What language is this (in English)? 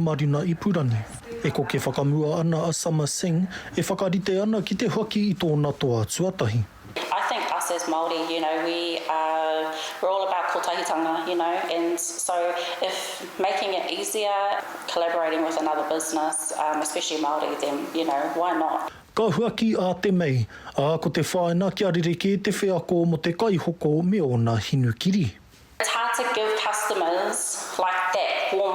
Māori